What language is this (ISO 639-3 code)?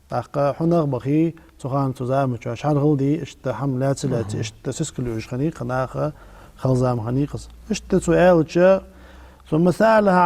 inh